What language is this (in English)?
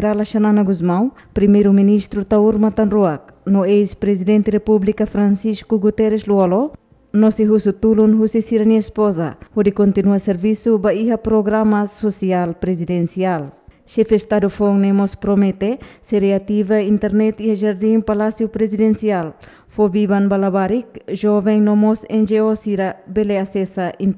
Tetum